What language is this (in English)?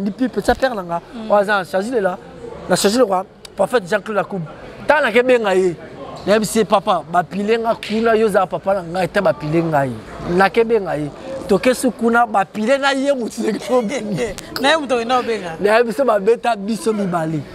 Lingala